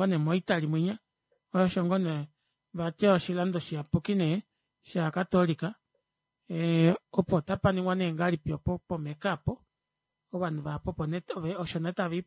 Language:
Kuanyama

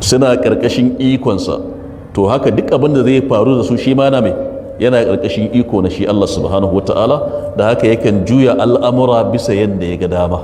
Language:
Hausa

